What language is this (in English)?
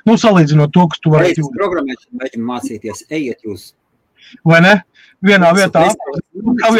Latvian